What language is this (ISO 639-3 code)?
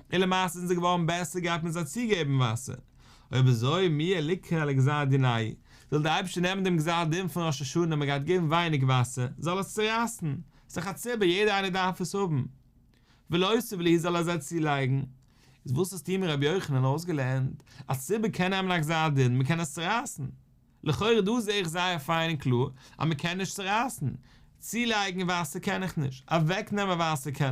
yid